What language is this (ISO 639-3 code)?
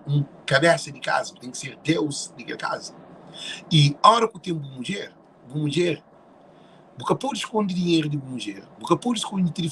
kea